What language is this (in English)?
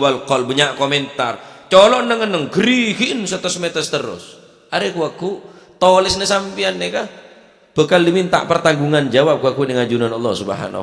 Madurese